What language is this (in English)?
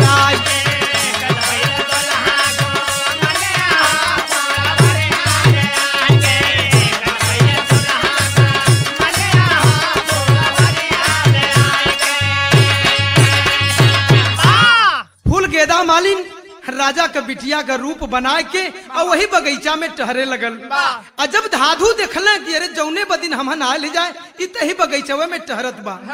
Bhojpuri